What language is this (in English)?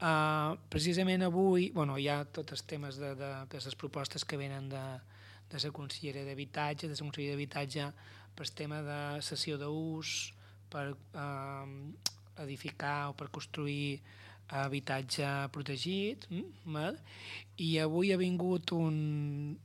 Catalan